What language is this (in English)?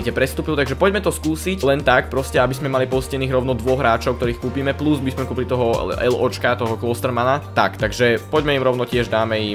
Slovak